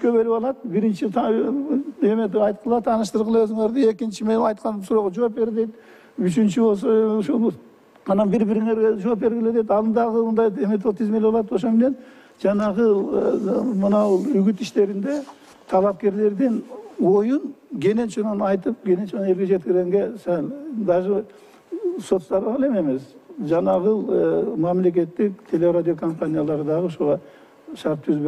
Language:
Kyrgyz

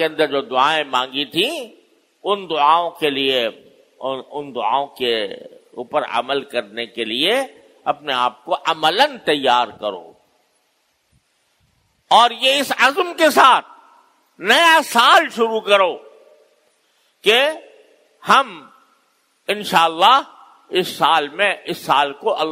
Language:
Urdu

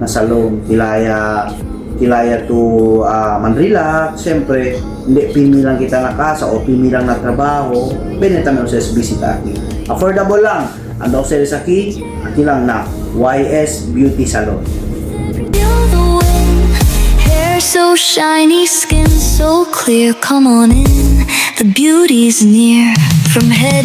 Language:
Chavacano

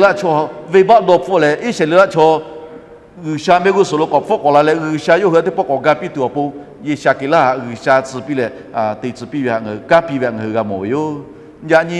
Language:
Lahu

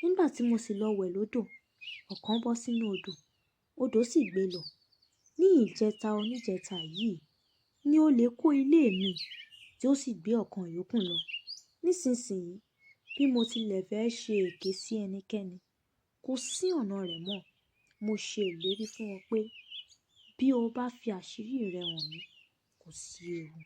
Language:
Yoruba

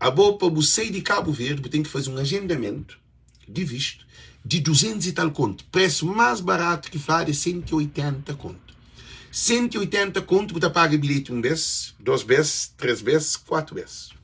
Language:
Kabuverdianu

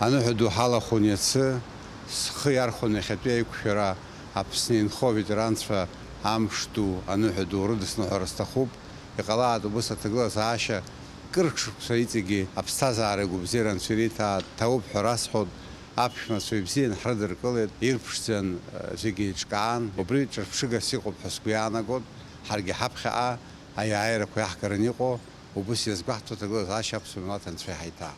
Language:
Abkhazian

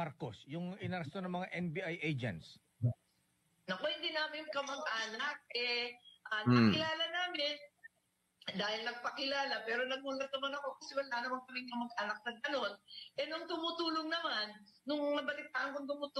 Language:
Filipino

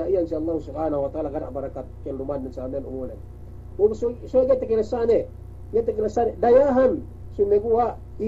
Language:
Yakan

